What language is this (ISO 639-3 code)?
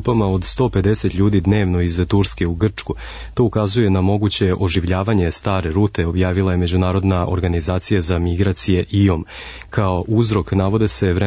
srp